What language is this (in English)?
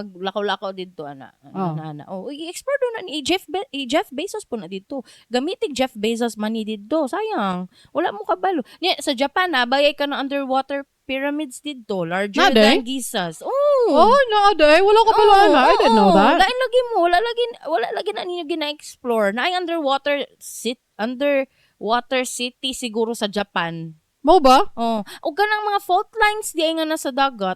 Cebuano